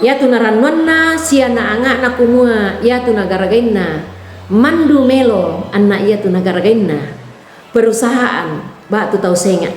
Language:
Toraja-Sa'dan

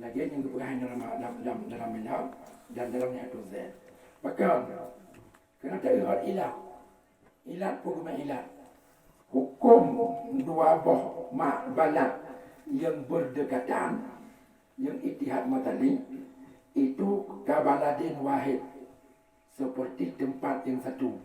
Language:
Achinese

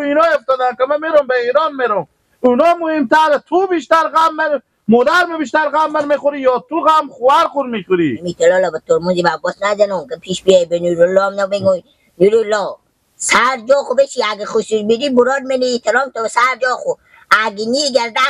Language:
Persian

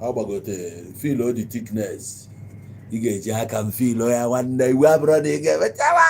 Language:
Igbo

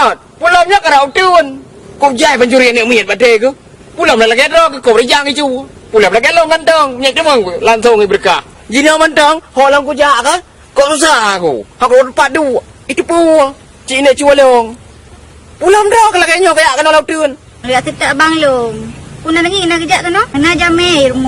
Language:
Achinese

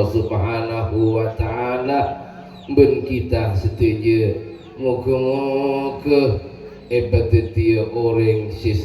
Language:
Madurese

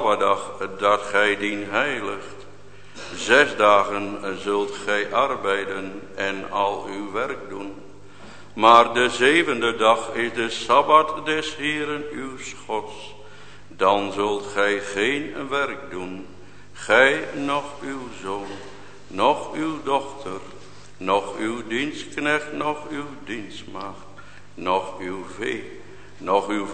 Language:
Dutch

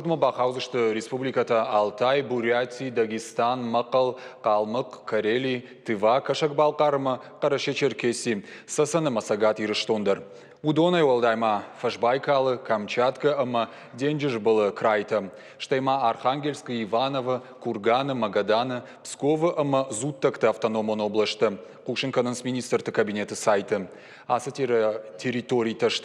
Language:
Ossetic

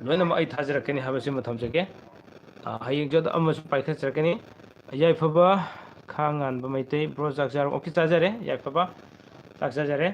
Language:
Manipuri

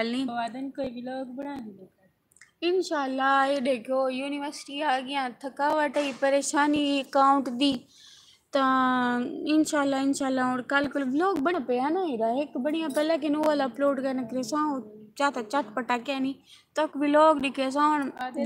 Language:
Saraiki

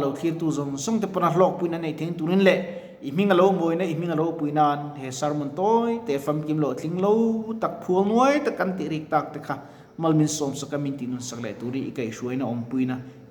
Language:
Mizo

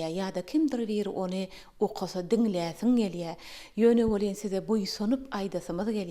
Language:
Turkmen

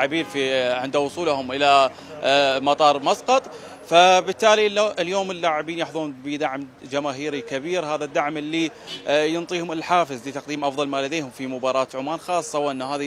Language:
Mesopotamian Arabic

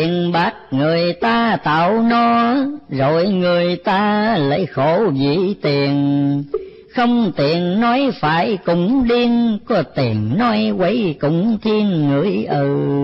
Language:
Vietnamese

